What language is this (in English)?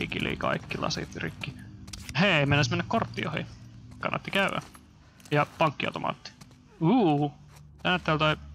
Finnish